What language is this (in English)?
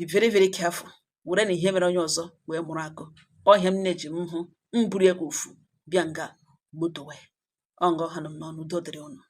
Igbo